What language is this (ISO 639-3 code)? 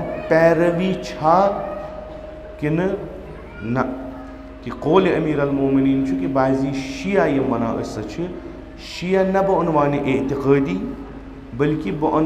kas